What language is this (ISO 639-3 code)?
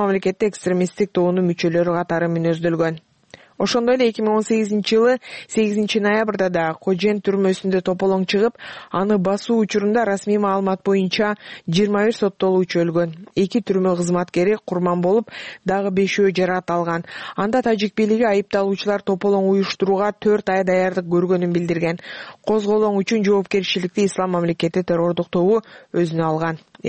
kir